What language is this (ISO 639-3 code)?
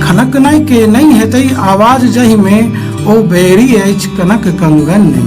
mai